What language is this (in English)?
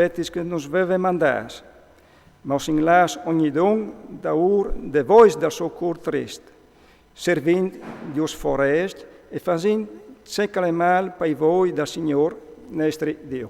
Friulian